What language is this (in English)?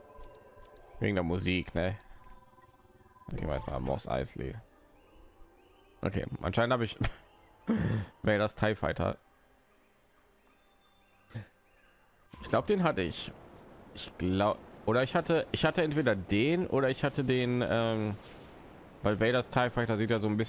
German